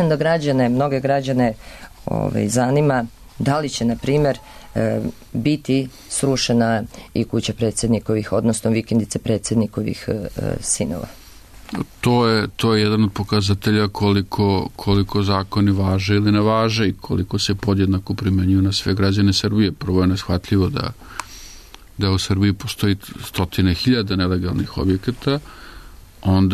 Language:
Serbian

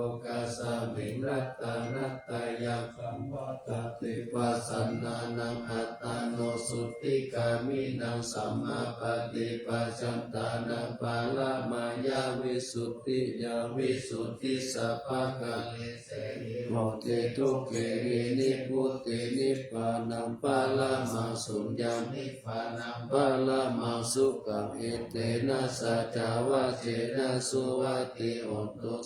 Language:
Pali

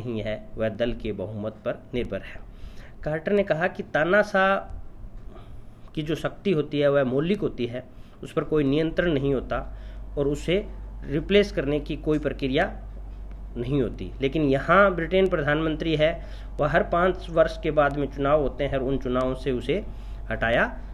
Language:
Hindi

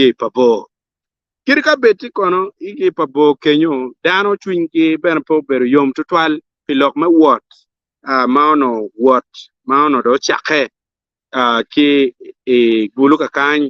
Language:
Acoli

